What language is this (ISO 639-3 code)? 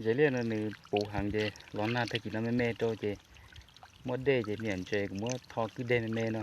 hmn